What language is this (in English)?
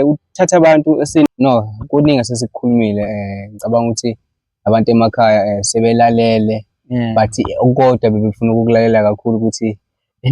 Zulu